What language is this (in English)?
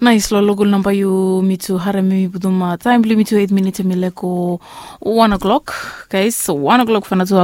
Bislama